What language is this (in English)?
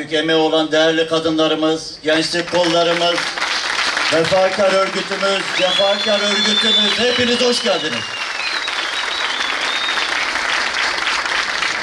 Turkish